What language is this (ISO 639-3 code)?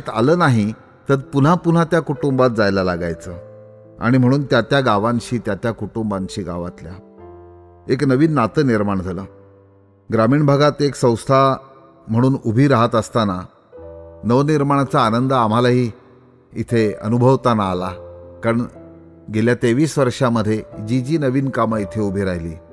mar